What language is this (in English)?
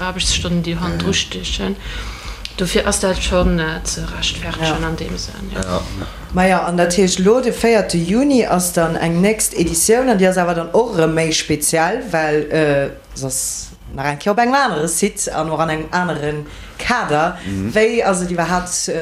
Luxembourgish